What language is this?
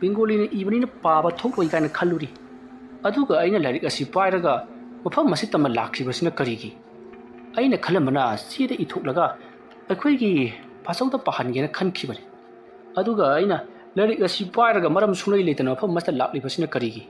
Manipuri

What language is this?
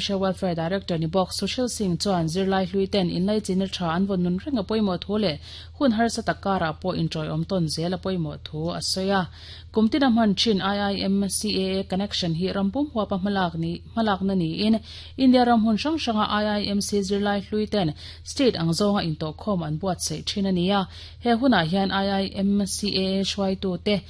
Mizo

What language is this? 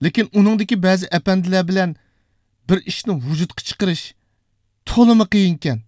Uyghur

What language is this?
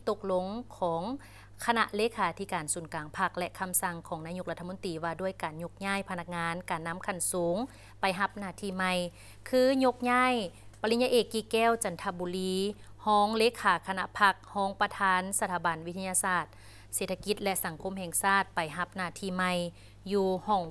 Lao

